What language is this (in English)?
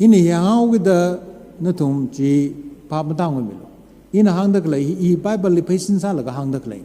Tangkhul Naga (India)